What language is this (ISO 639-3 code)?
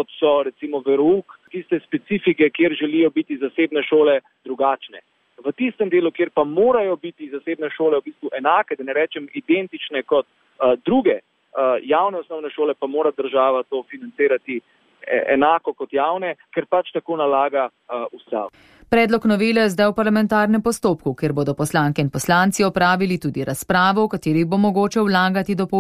slv